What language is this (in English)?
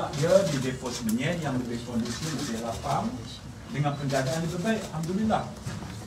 Malay